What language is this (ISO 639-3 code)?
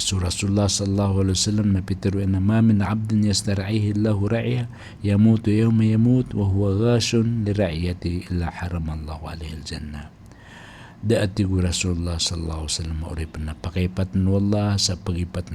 mrw